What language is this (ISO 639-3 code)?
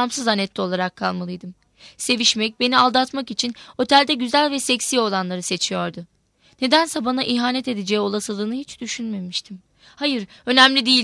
tur